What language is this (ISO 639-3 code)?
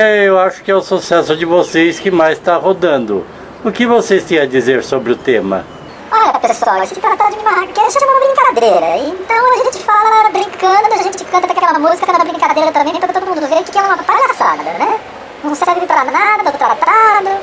por